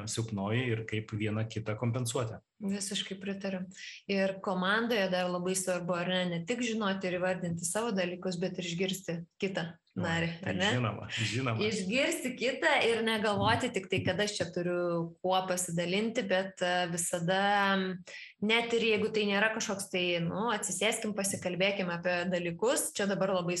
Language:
Lithuanian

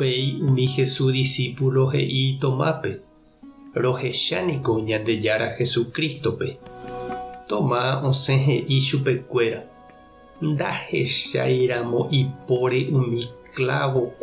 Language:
Guarani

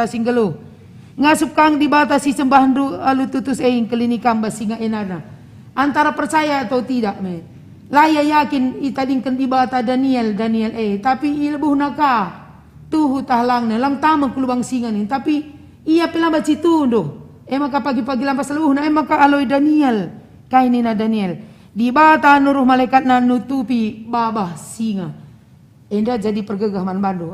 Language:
Batak Karo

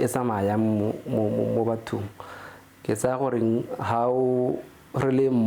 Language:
Tswana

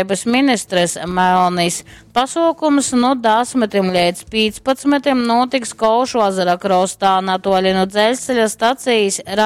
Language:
Latgalian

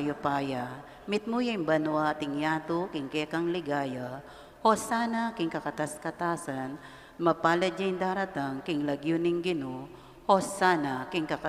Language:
Pampanga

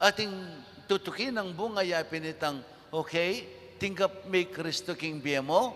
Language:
Pampanga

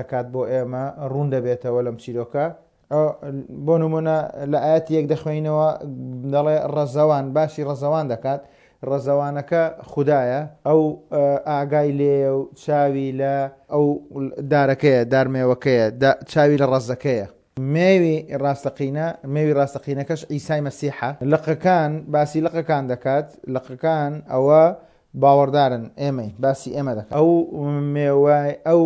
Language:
Central Kurdish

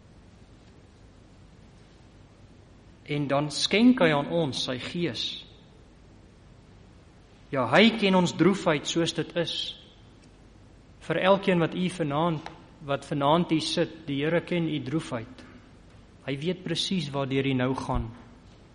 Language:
Afrikaans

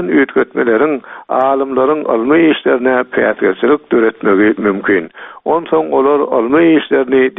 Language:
Turkmen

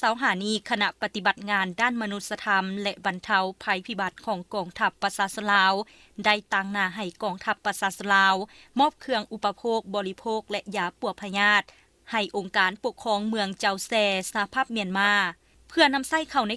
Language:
Lao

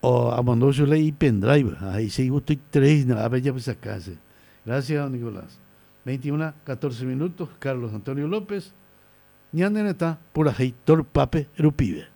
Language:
Guarani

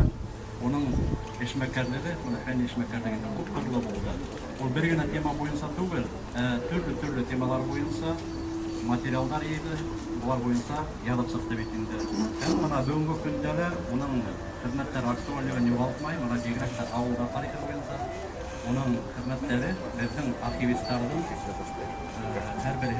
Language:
Bashkir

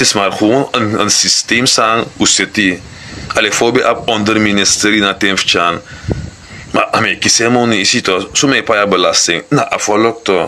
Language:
Sranan Tongo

